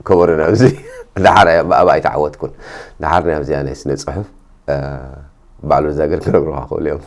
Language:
Tigrinya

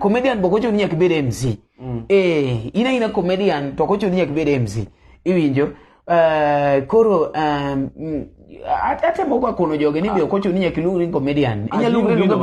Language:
Luo (Kenya and Tanzania)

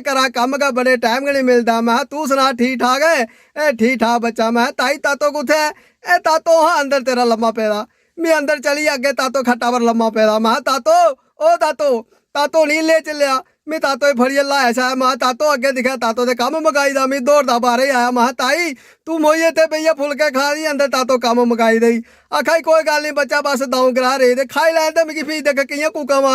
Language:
Dogri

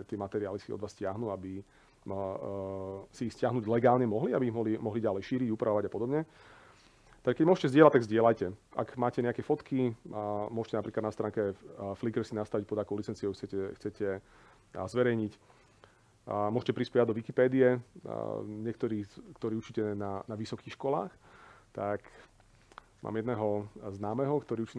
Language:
Slovak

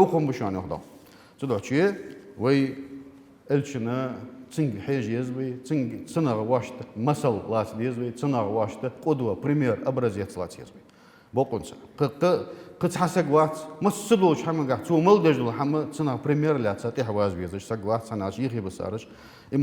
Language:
Ingush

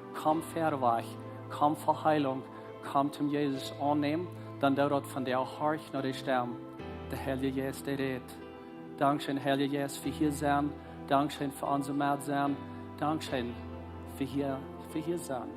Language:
Plautdietsch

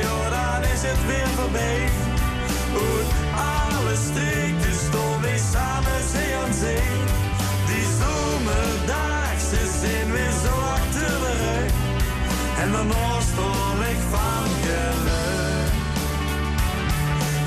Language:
Dutch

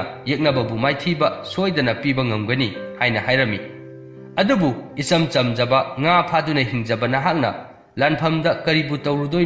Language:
Manipuri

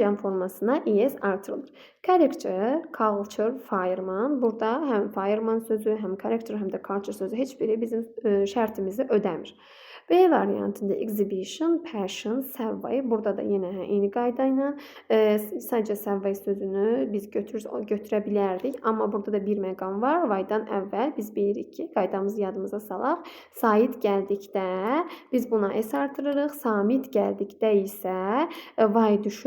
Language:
Azerbaijani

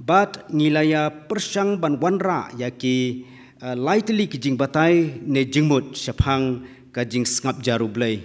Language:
Khasi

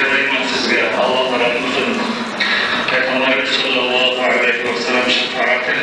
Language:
Kumyk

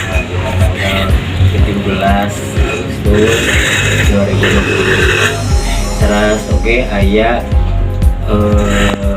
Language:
Sundanese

